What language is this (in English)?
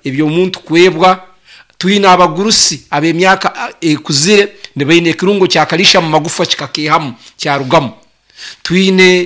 Nyoro